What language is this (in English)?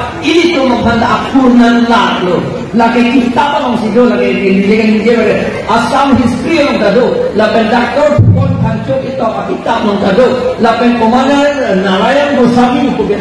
Karbi